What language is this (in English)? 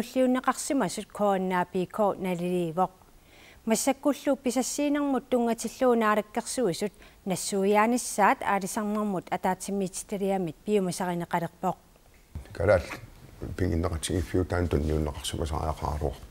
Kalaallisut